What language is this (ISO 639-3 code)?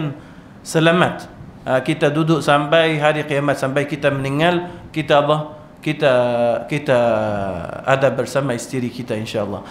msa